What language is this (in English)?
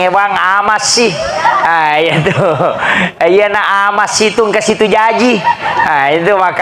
Buginese